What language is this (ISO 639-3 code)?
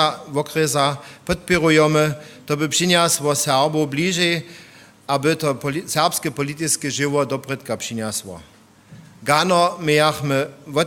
hsb